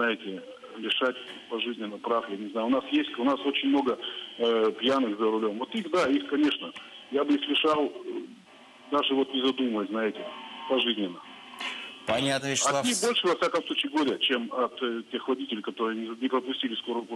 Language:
Russian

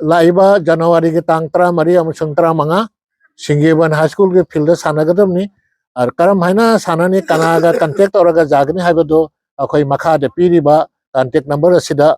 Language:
Manipuri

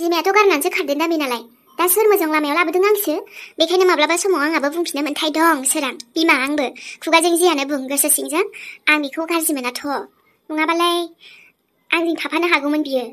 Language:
Bodo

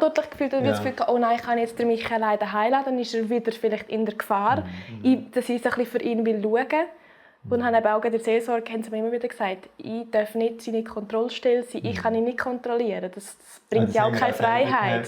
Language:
Swiss German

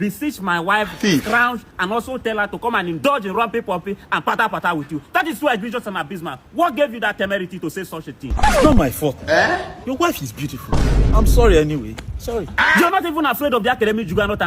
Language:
Nigerian Pidgin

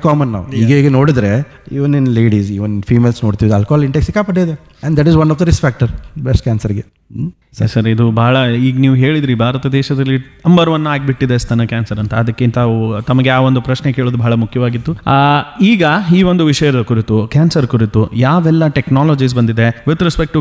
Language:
Kannada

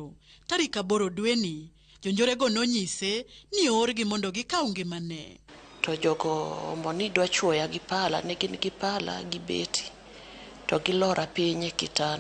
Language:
Luo (Kenya and Tanzania)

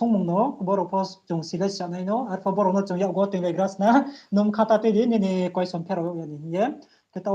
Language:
Riang (India)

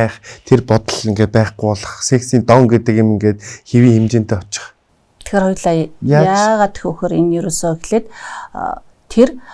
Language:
Mongolian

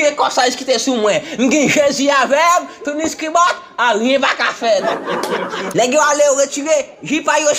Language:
Haitian Creole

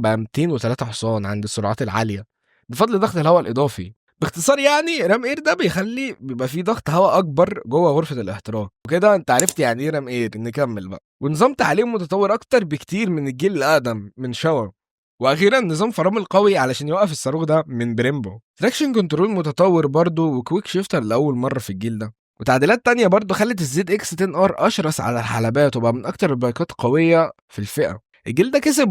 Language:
Egyptian Arabic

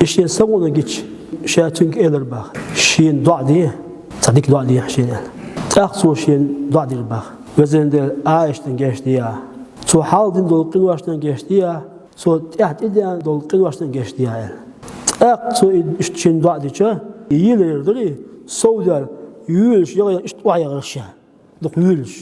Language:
Chechen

